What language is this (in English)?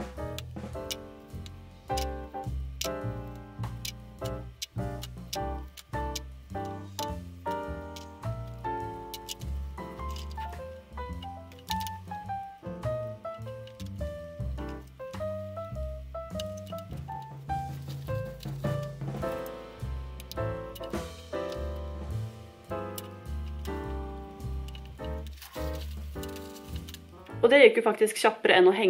Norwegian